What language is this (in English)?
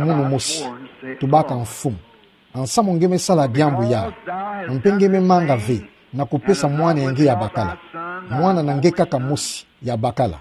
Kituba (Democratic Republic of Congo)